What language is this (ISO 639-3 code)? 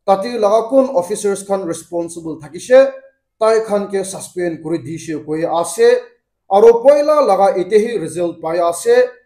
nag